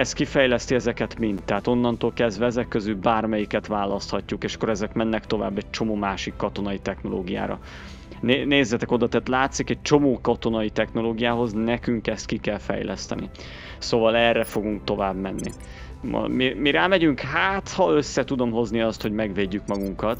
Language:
Hungarian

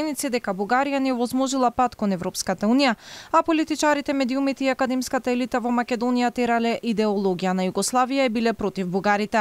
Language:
Macedonian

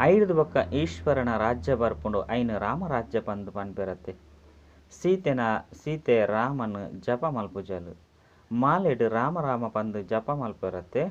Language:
Tulu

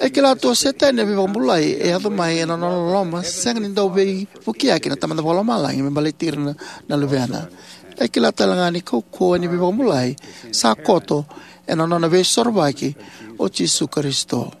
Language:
Fijian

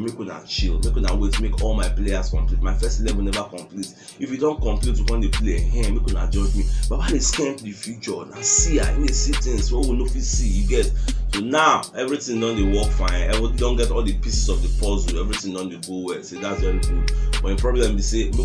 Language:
Nigerian Pidgin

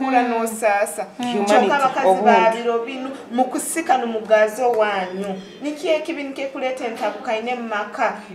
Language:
Nyoro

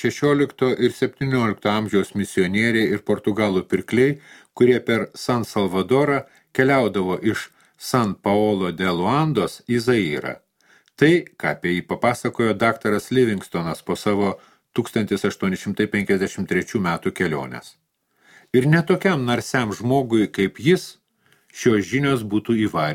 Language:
Lithuanian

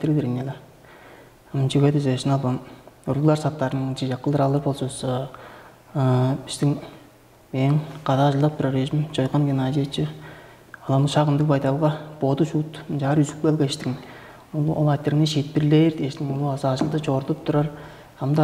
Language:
Tuvinian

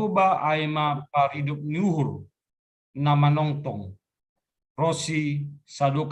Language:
Batak Simalungun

